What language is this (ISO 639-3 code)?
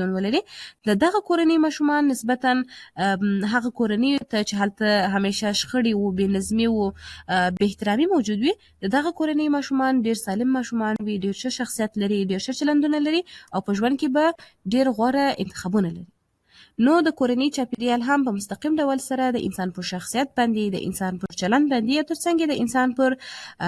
pus